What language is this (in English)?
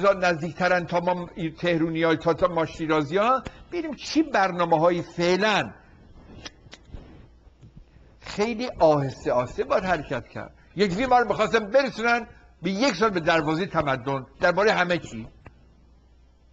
Persian